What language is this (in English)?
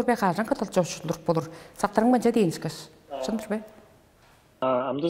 Tuvinian